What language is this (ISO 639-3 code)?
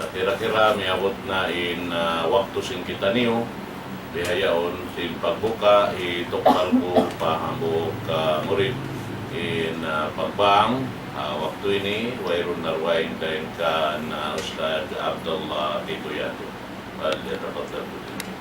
tsg